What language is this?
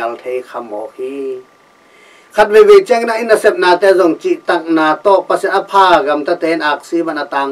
Tedim Chin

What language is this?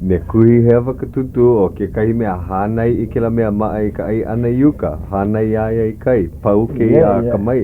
Hawaiian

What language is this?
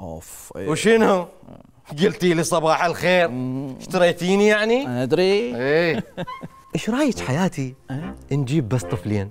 Mesopotamian Arabic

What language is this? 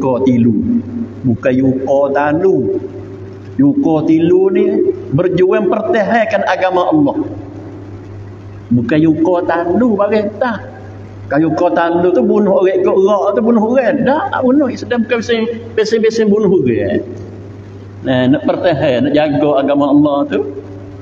Malay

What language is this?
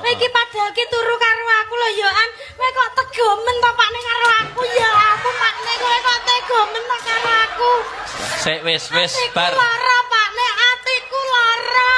Javanese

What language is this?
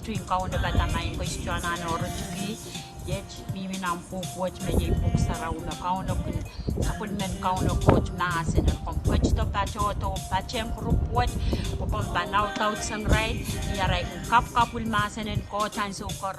Pohnpeian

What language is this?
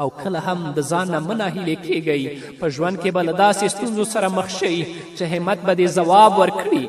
Pashto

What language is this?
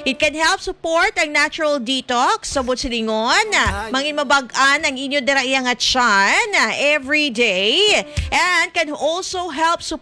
Hiligaynon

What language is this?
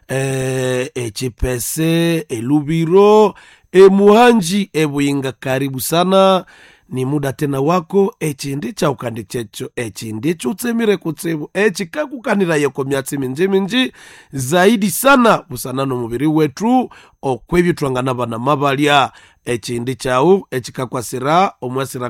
Nande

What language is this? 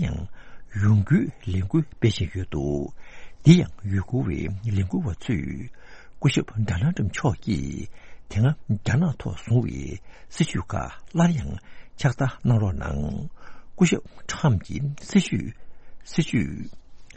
Tibetan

